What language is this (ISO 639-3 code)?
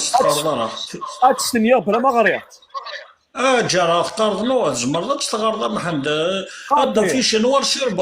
kab